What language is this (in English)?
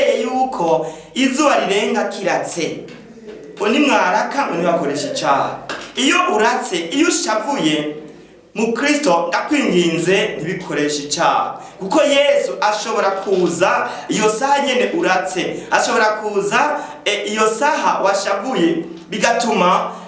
Rundi